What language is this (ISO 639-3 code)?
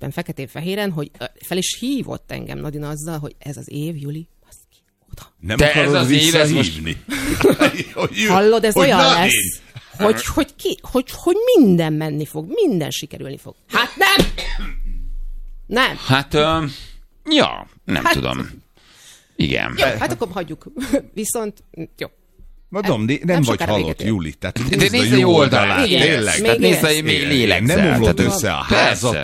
hun